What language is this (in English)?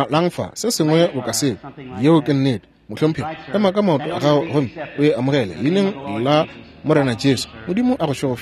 Northern Sotho